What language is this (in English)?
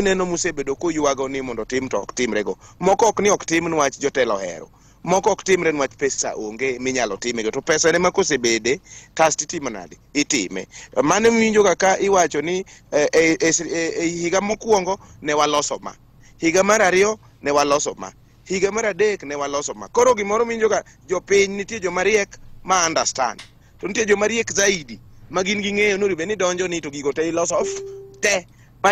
Luo (Kenya and Tanzania)